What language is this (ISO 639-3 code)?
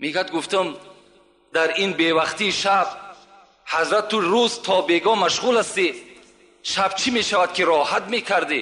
tgk